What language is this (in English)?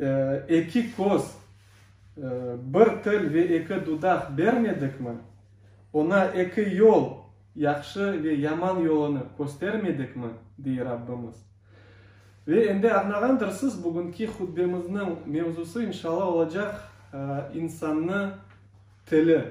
Crimean Tatar